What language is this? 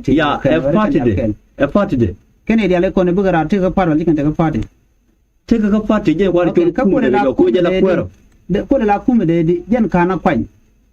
Nuer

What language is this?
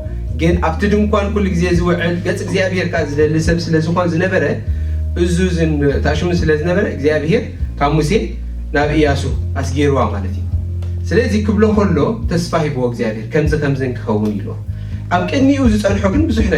Tigrinya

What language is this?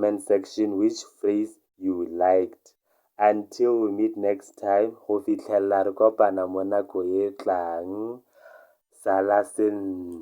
Tswana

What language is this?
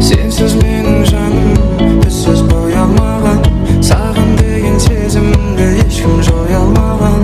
Kara-Kalpak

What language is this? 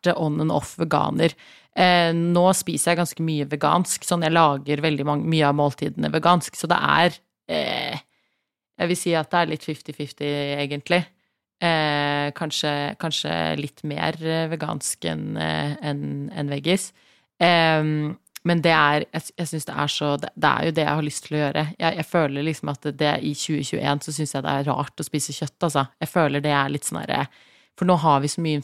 Norwegian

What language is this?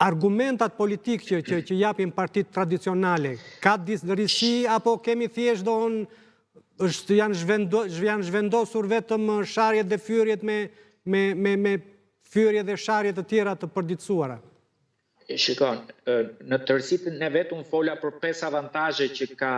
Albanian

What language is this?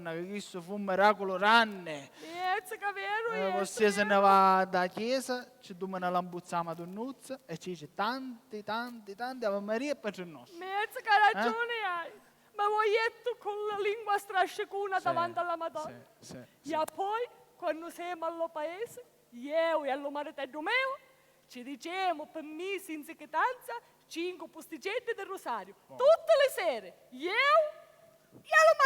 Sicilian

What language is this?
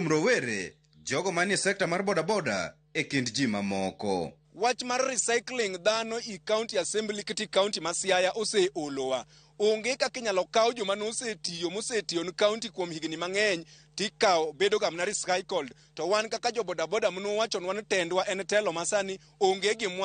Luo (Kenya and Tanzania)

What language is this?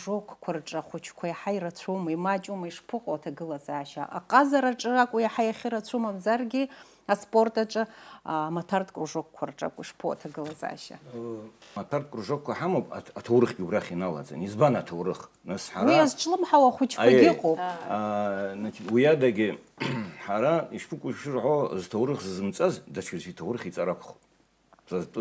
Abkhazian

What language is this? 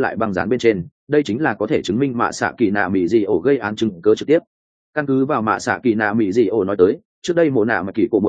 Vietnamese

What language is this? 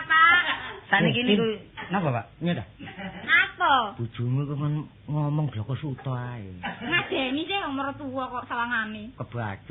Javanese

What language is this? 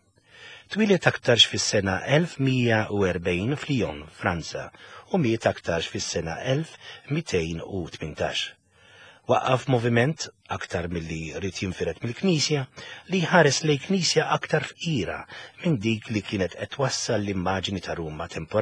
Maltese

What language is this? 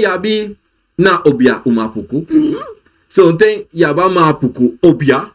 Sranan Tongo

